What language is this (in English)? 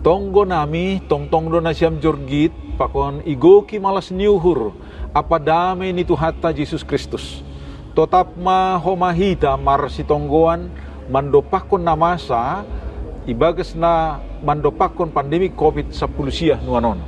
Batak Simalungun